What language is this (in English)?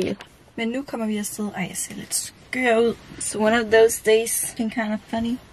Danish